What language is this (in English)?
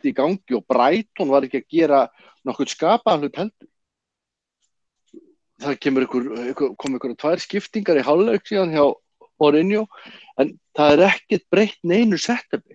Icelandic